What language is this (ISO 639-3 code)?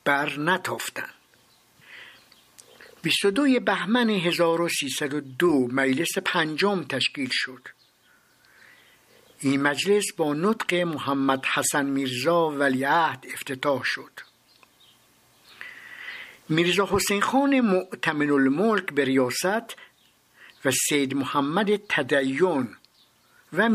fas